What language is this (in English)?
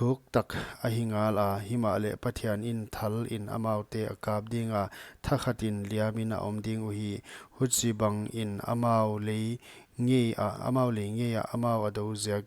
Paite Chin